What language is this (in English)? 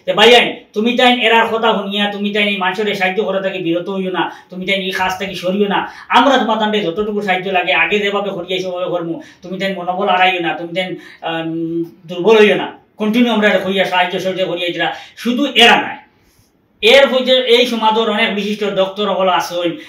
Sylheti